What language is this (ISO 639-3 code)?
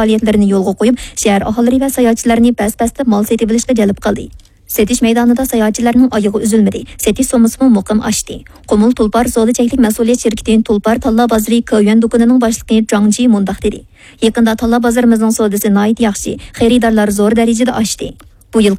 uig